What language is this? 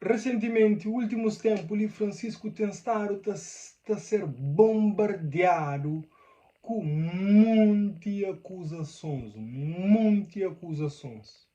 Kabuverdianu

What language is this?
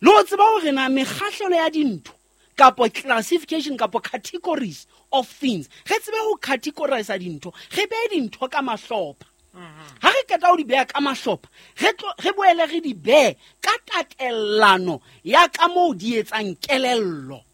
Southern Sotho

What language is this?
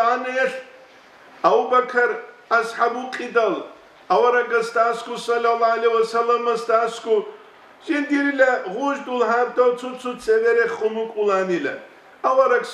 Avaric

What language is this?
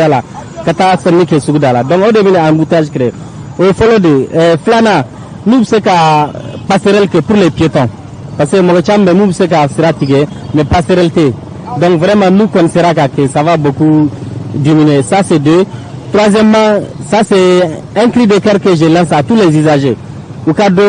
Bambara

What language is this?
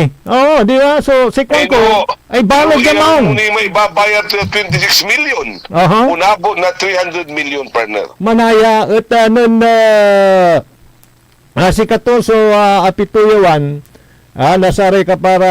Pangasinan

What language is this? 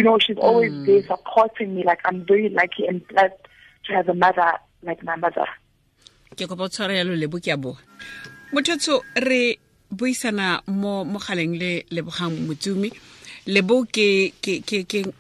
Tswana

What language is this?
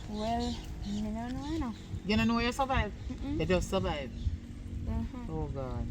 Jamaican Creole English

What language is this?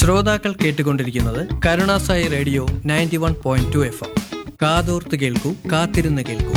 Malayalam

